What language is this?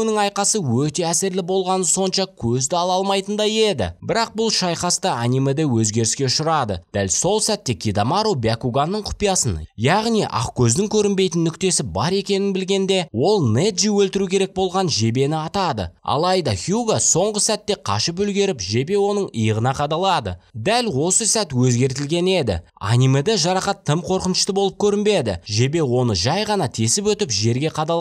Kazakh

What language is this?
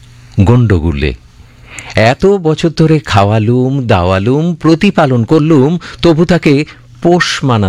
Bangla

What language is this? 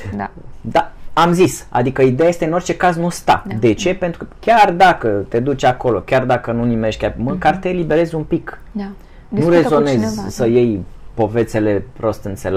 Romanian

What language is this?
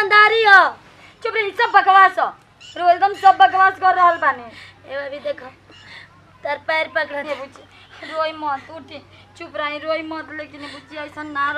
Bhojpuri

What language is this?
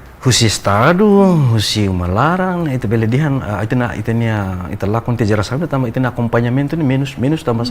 Tetum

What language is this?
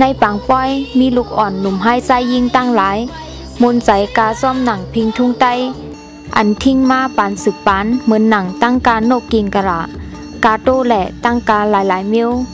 Shan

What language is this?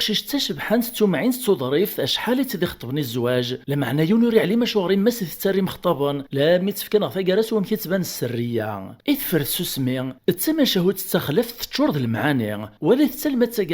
Kabyle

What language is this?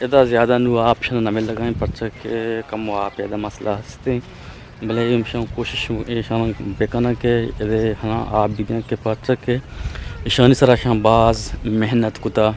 Eastern Balochi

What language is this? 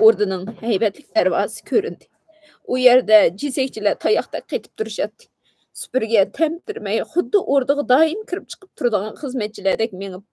Uyghur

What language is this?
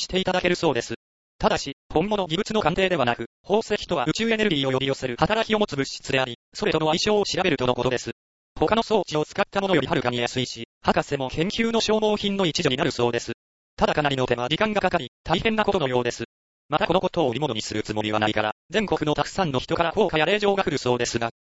Japanese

